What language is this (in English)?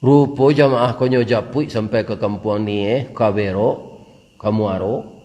Minangkabau